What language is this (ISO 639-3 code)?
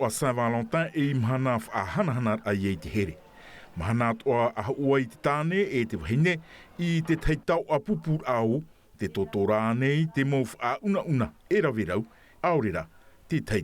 tah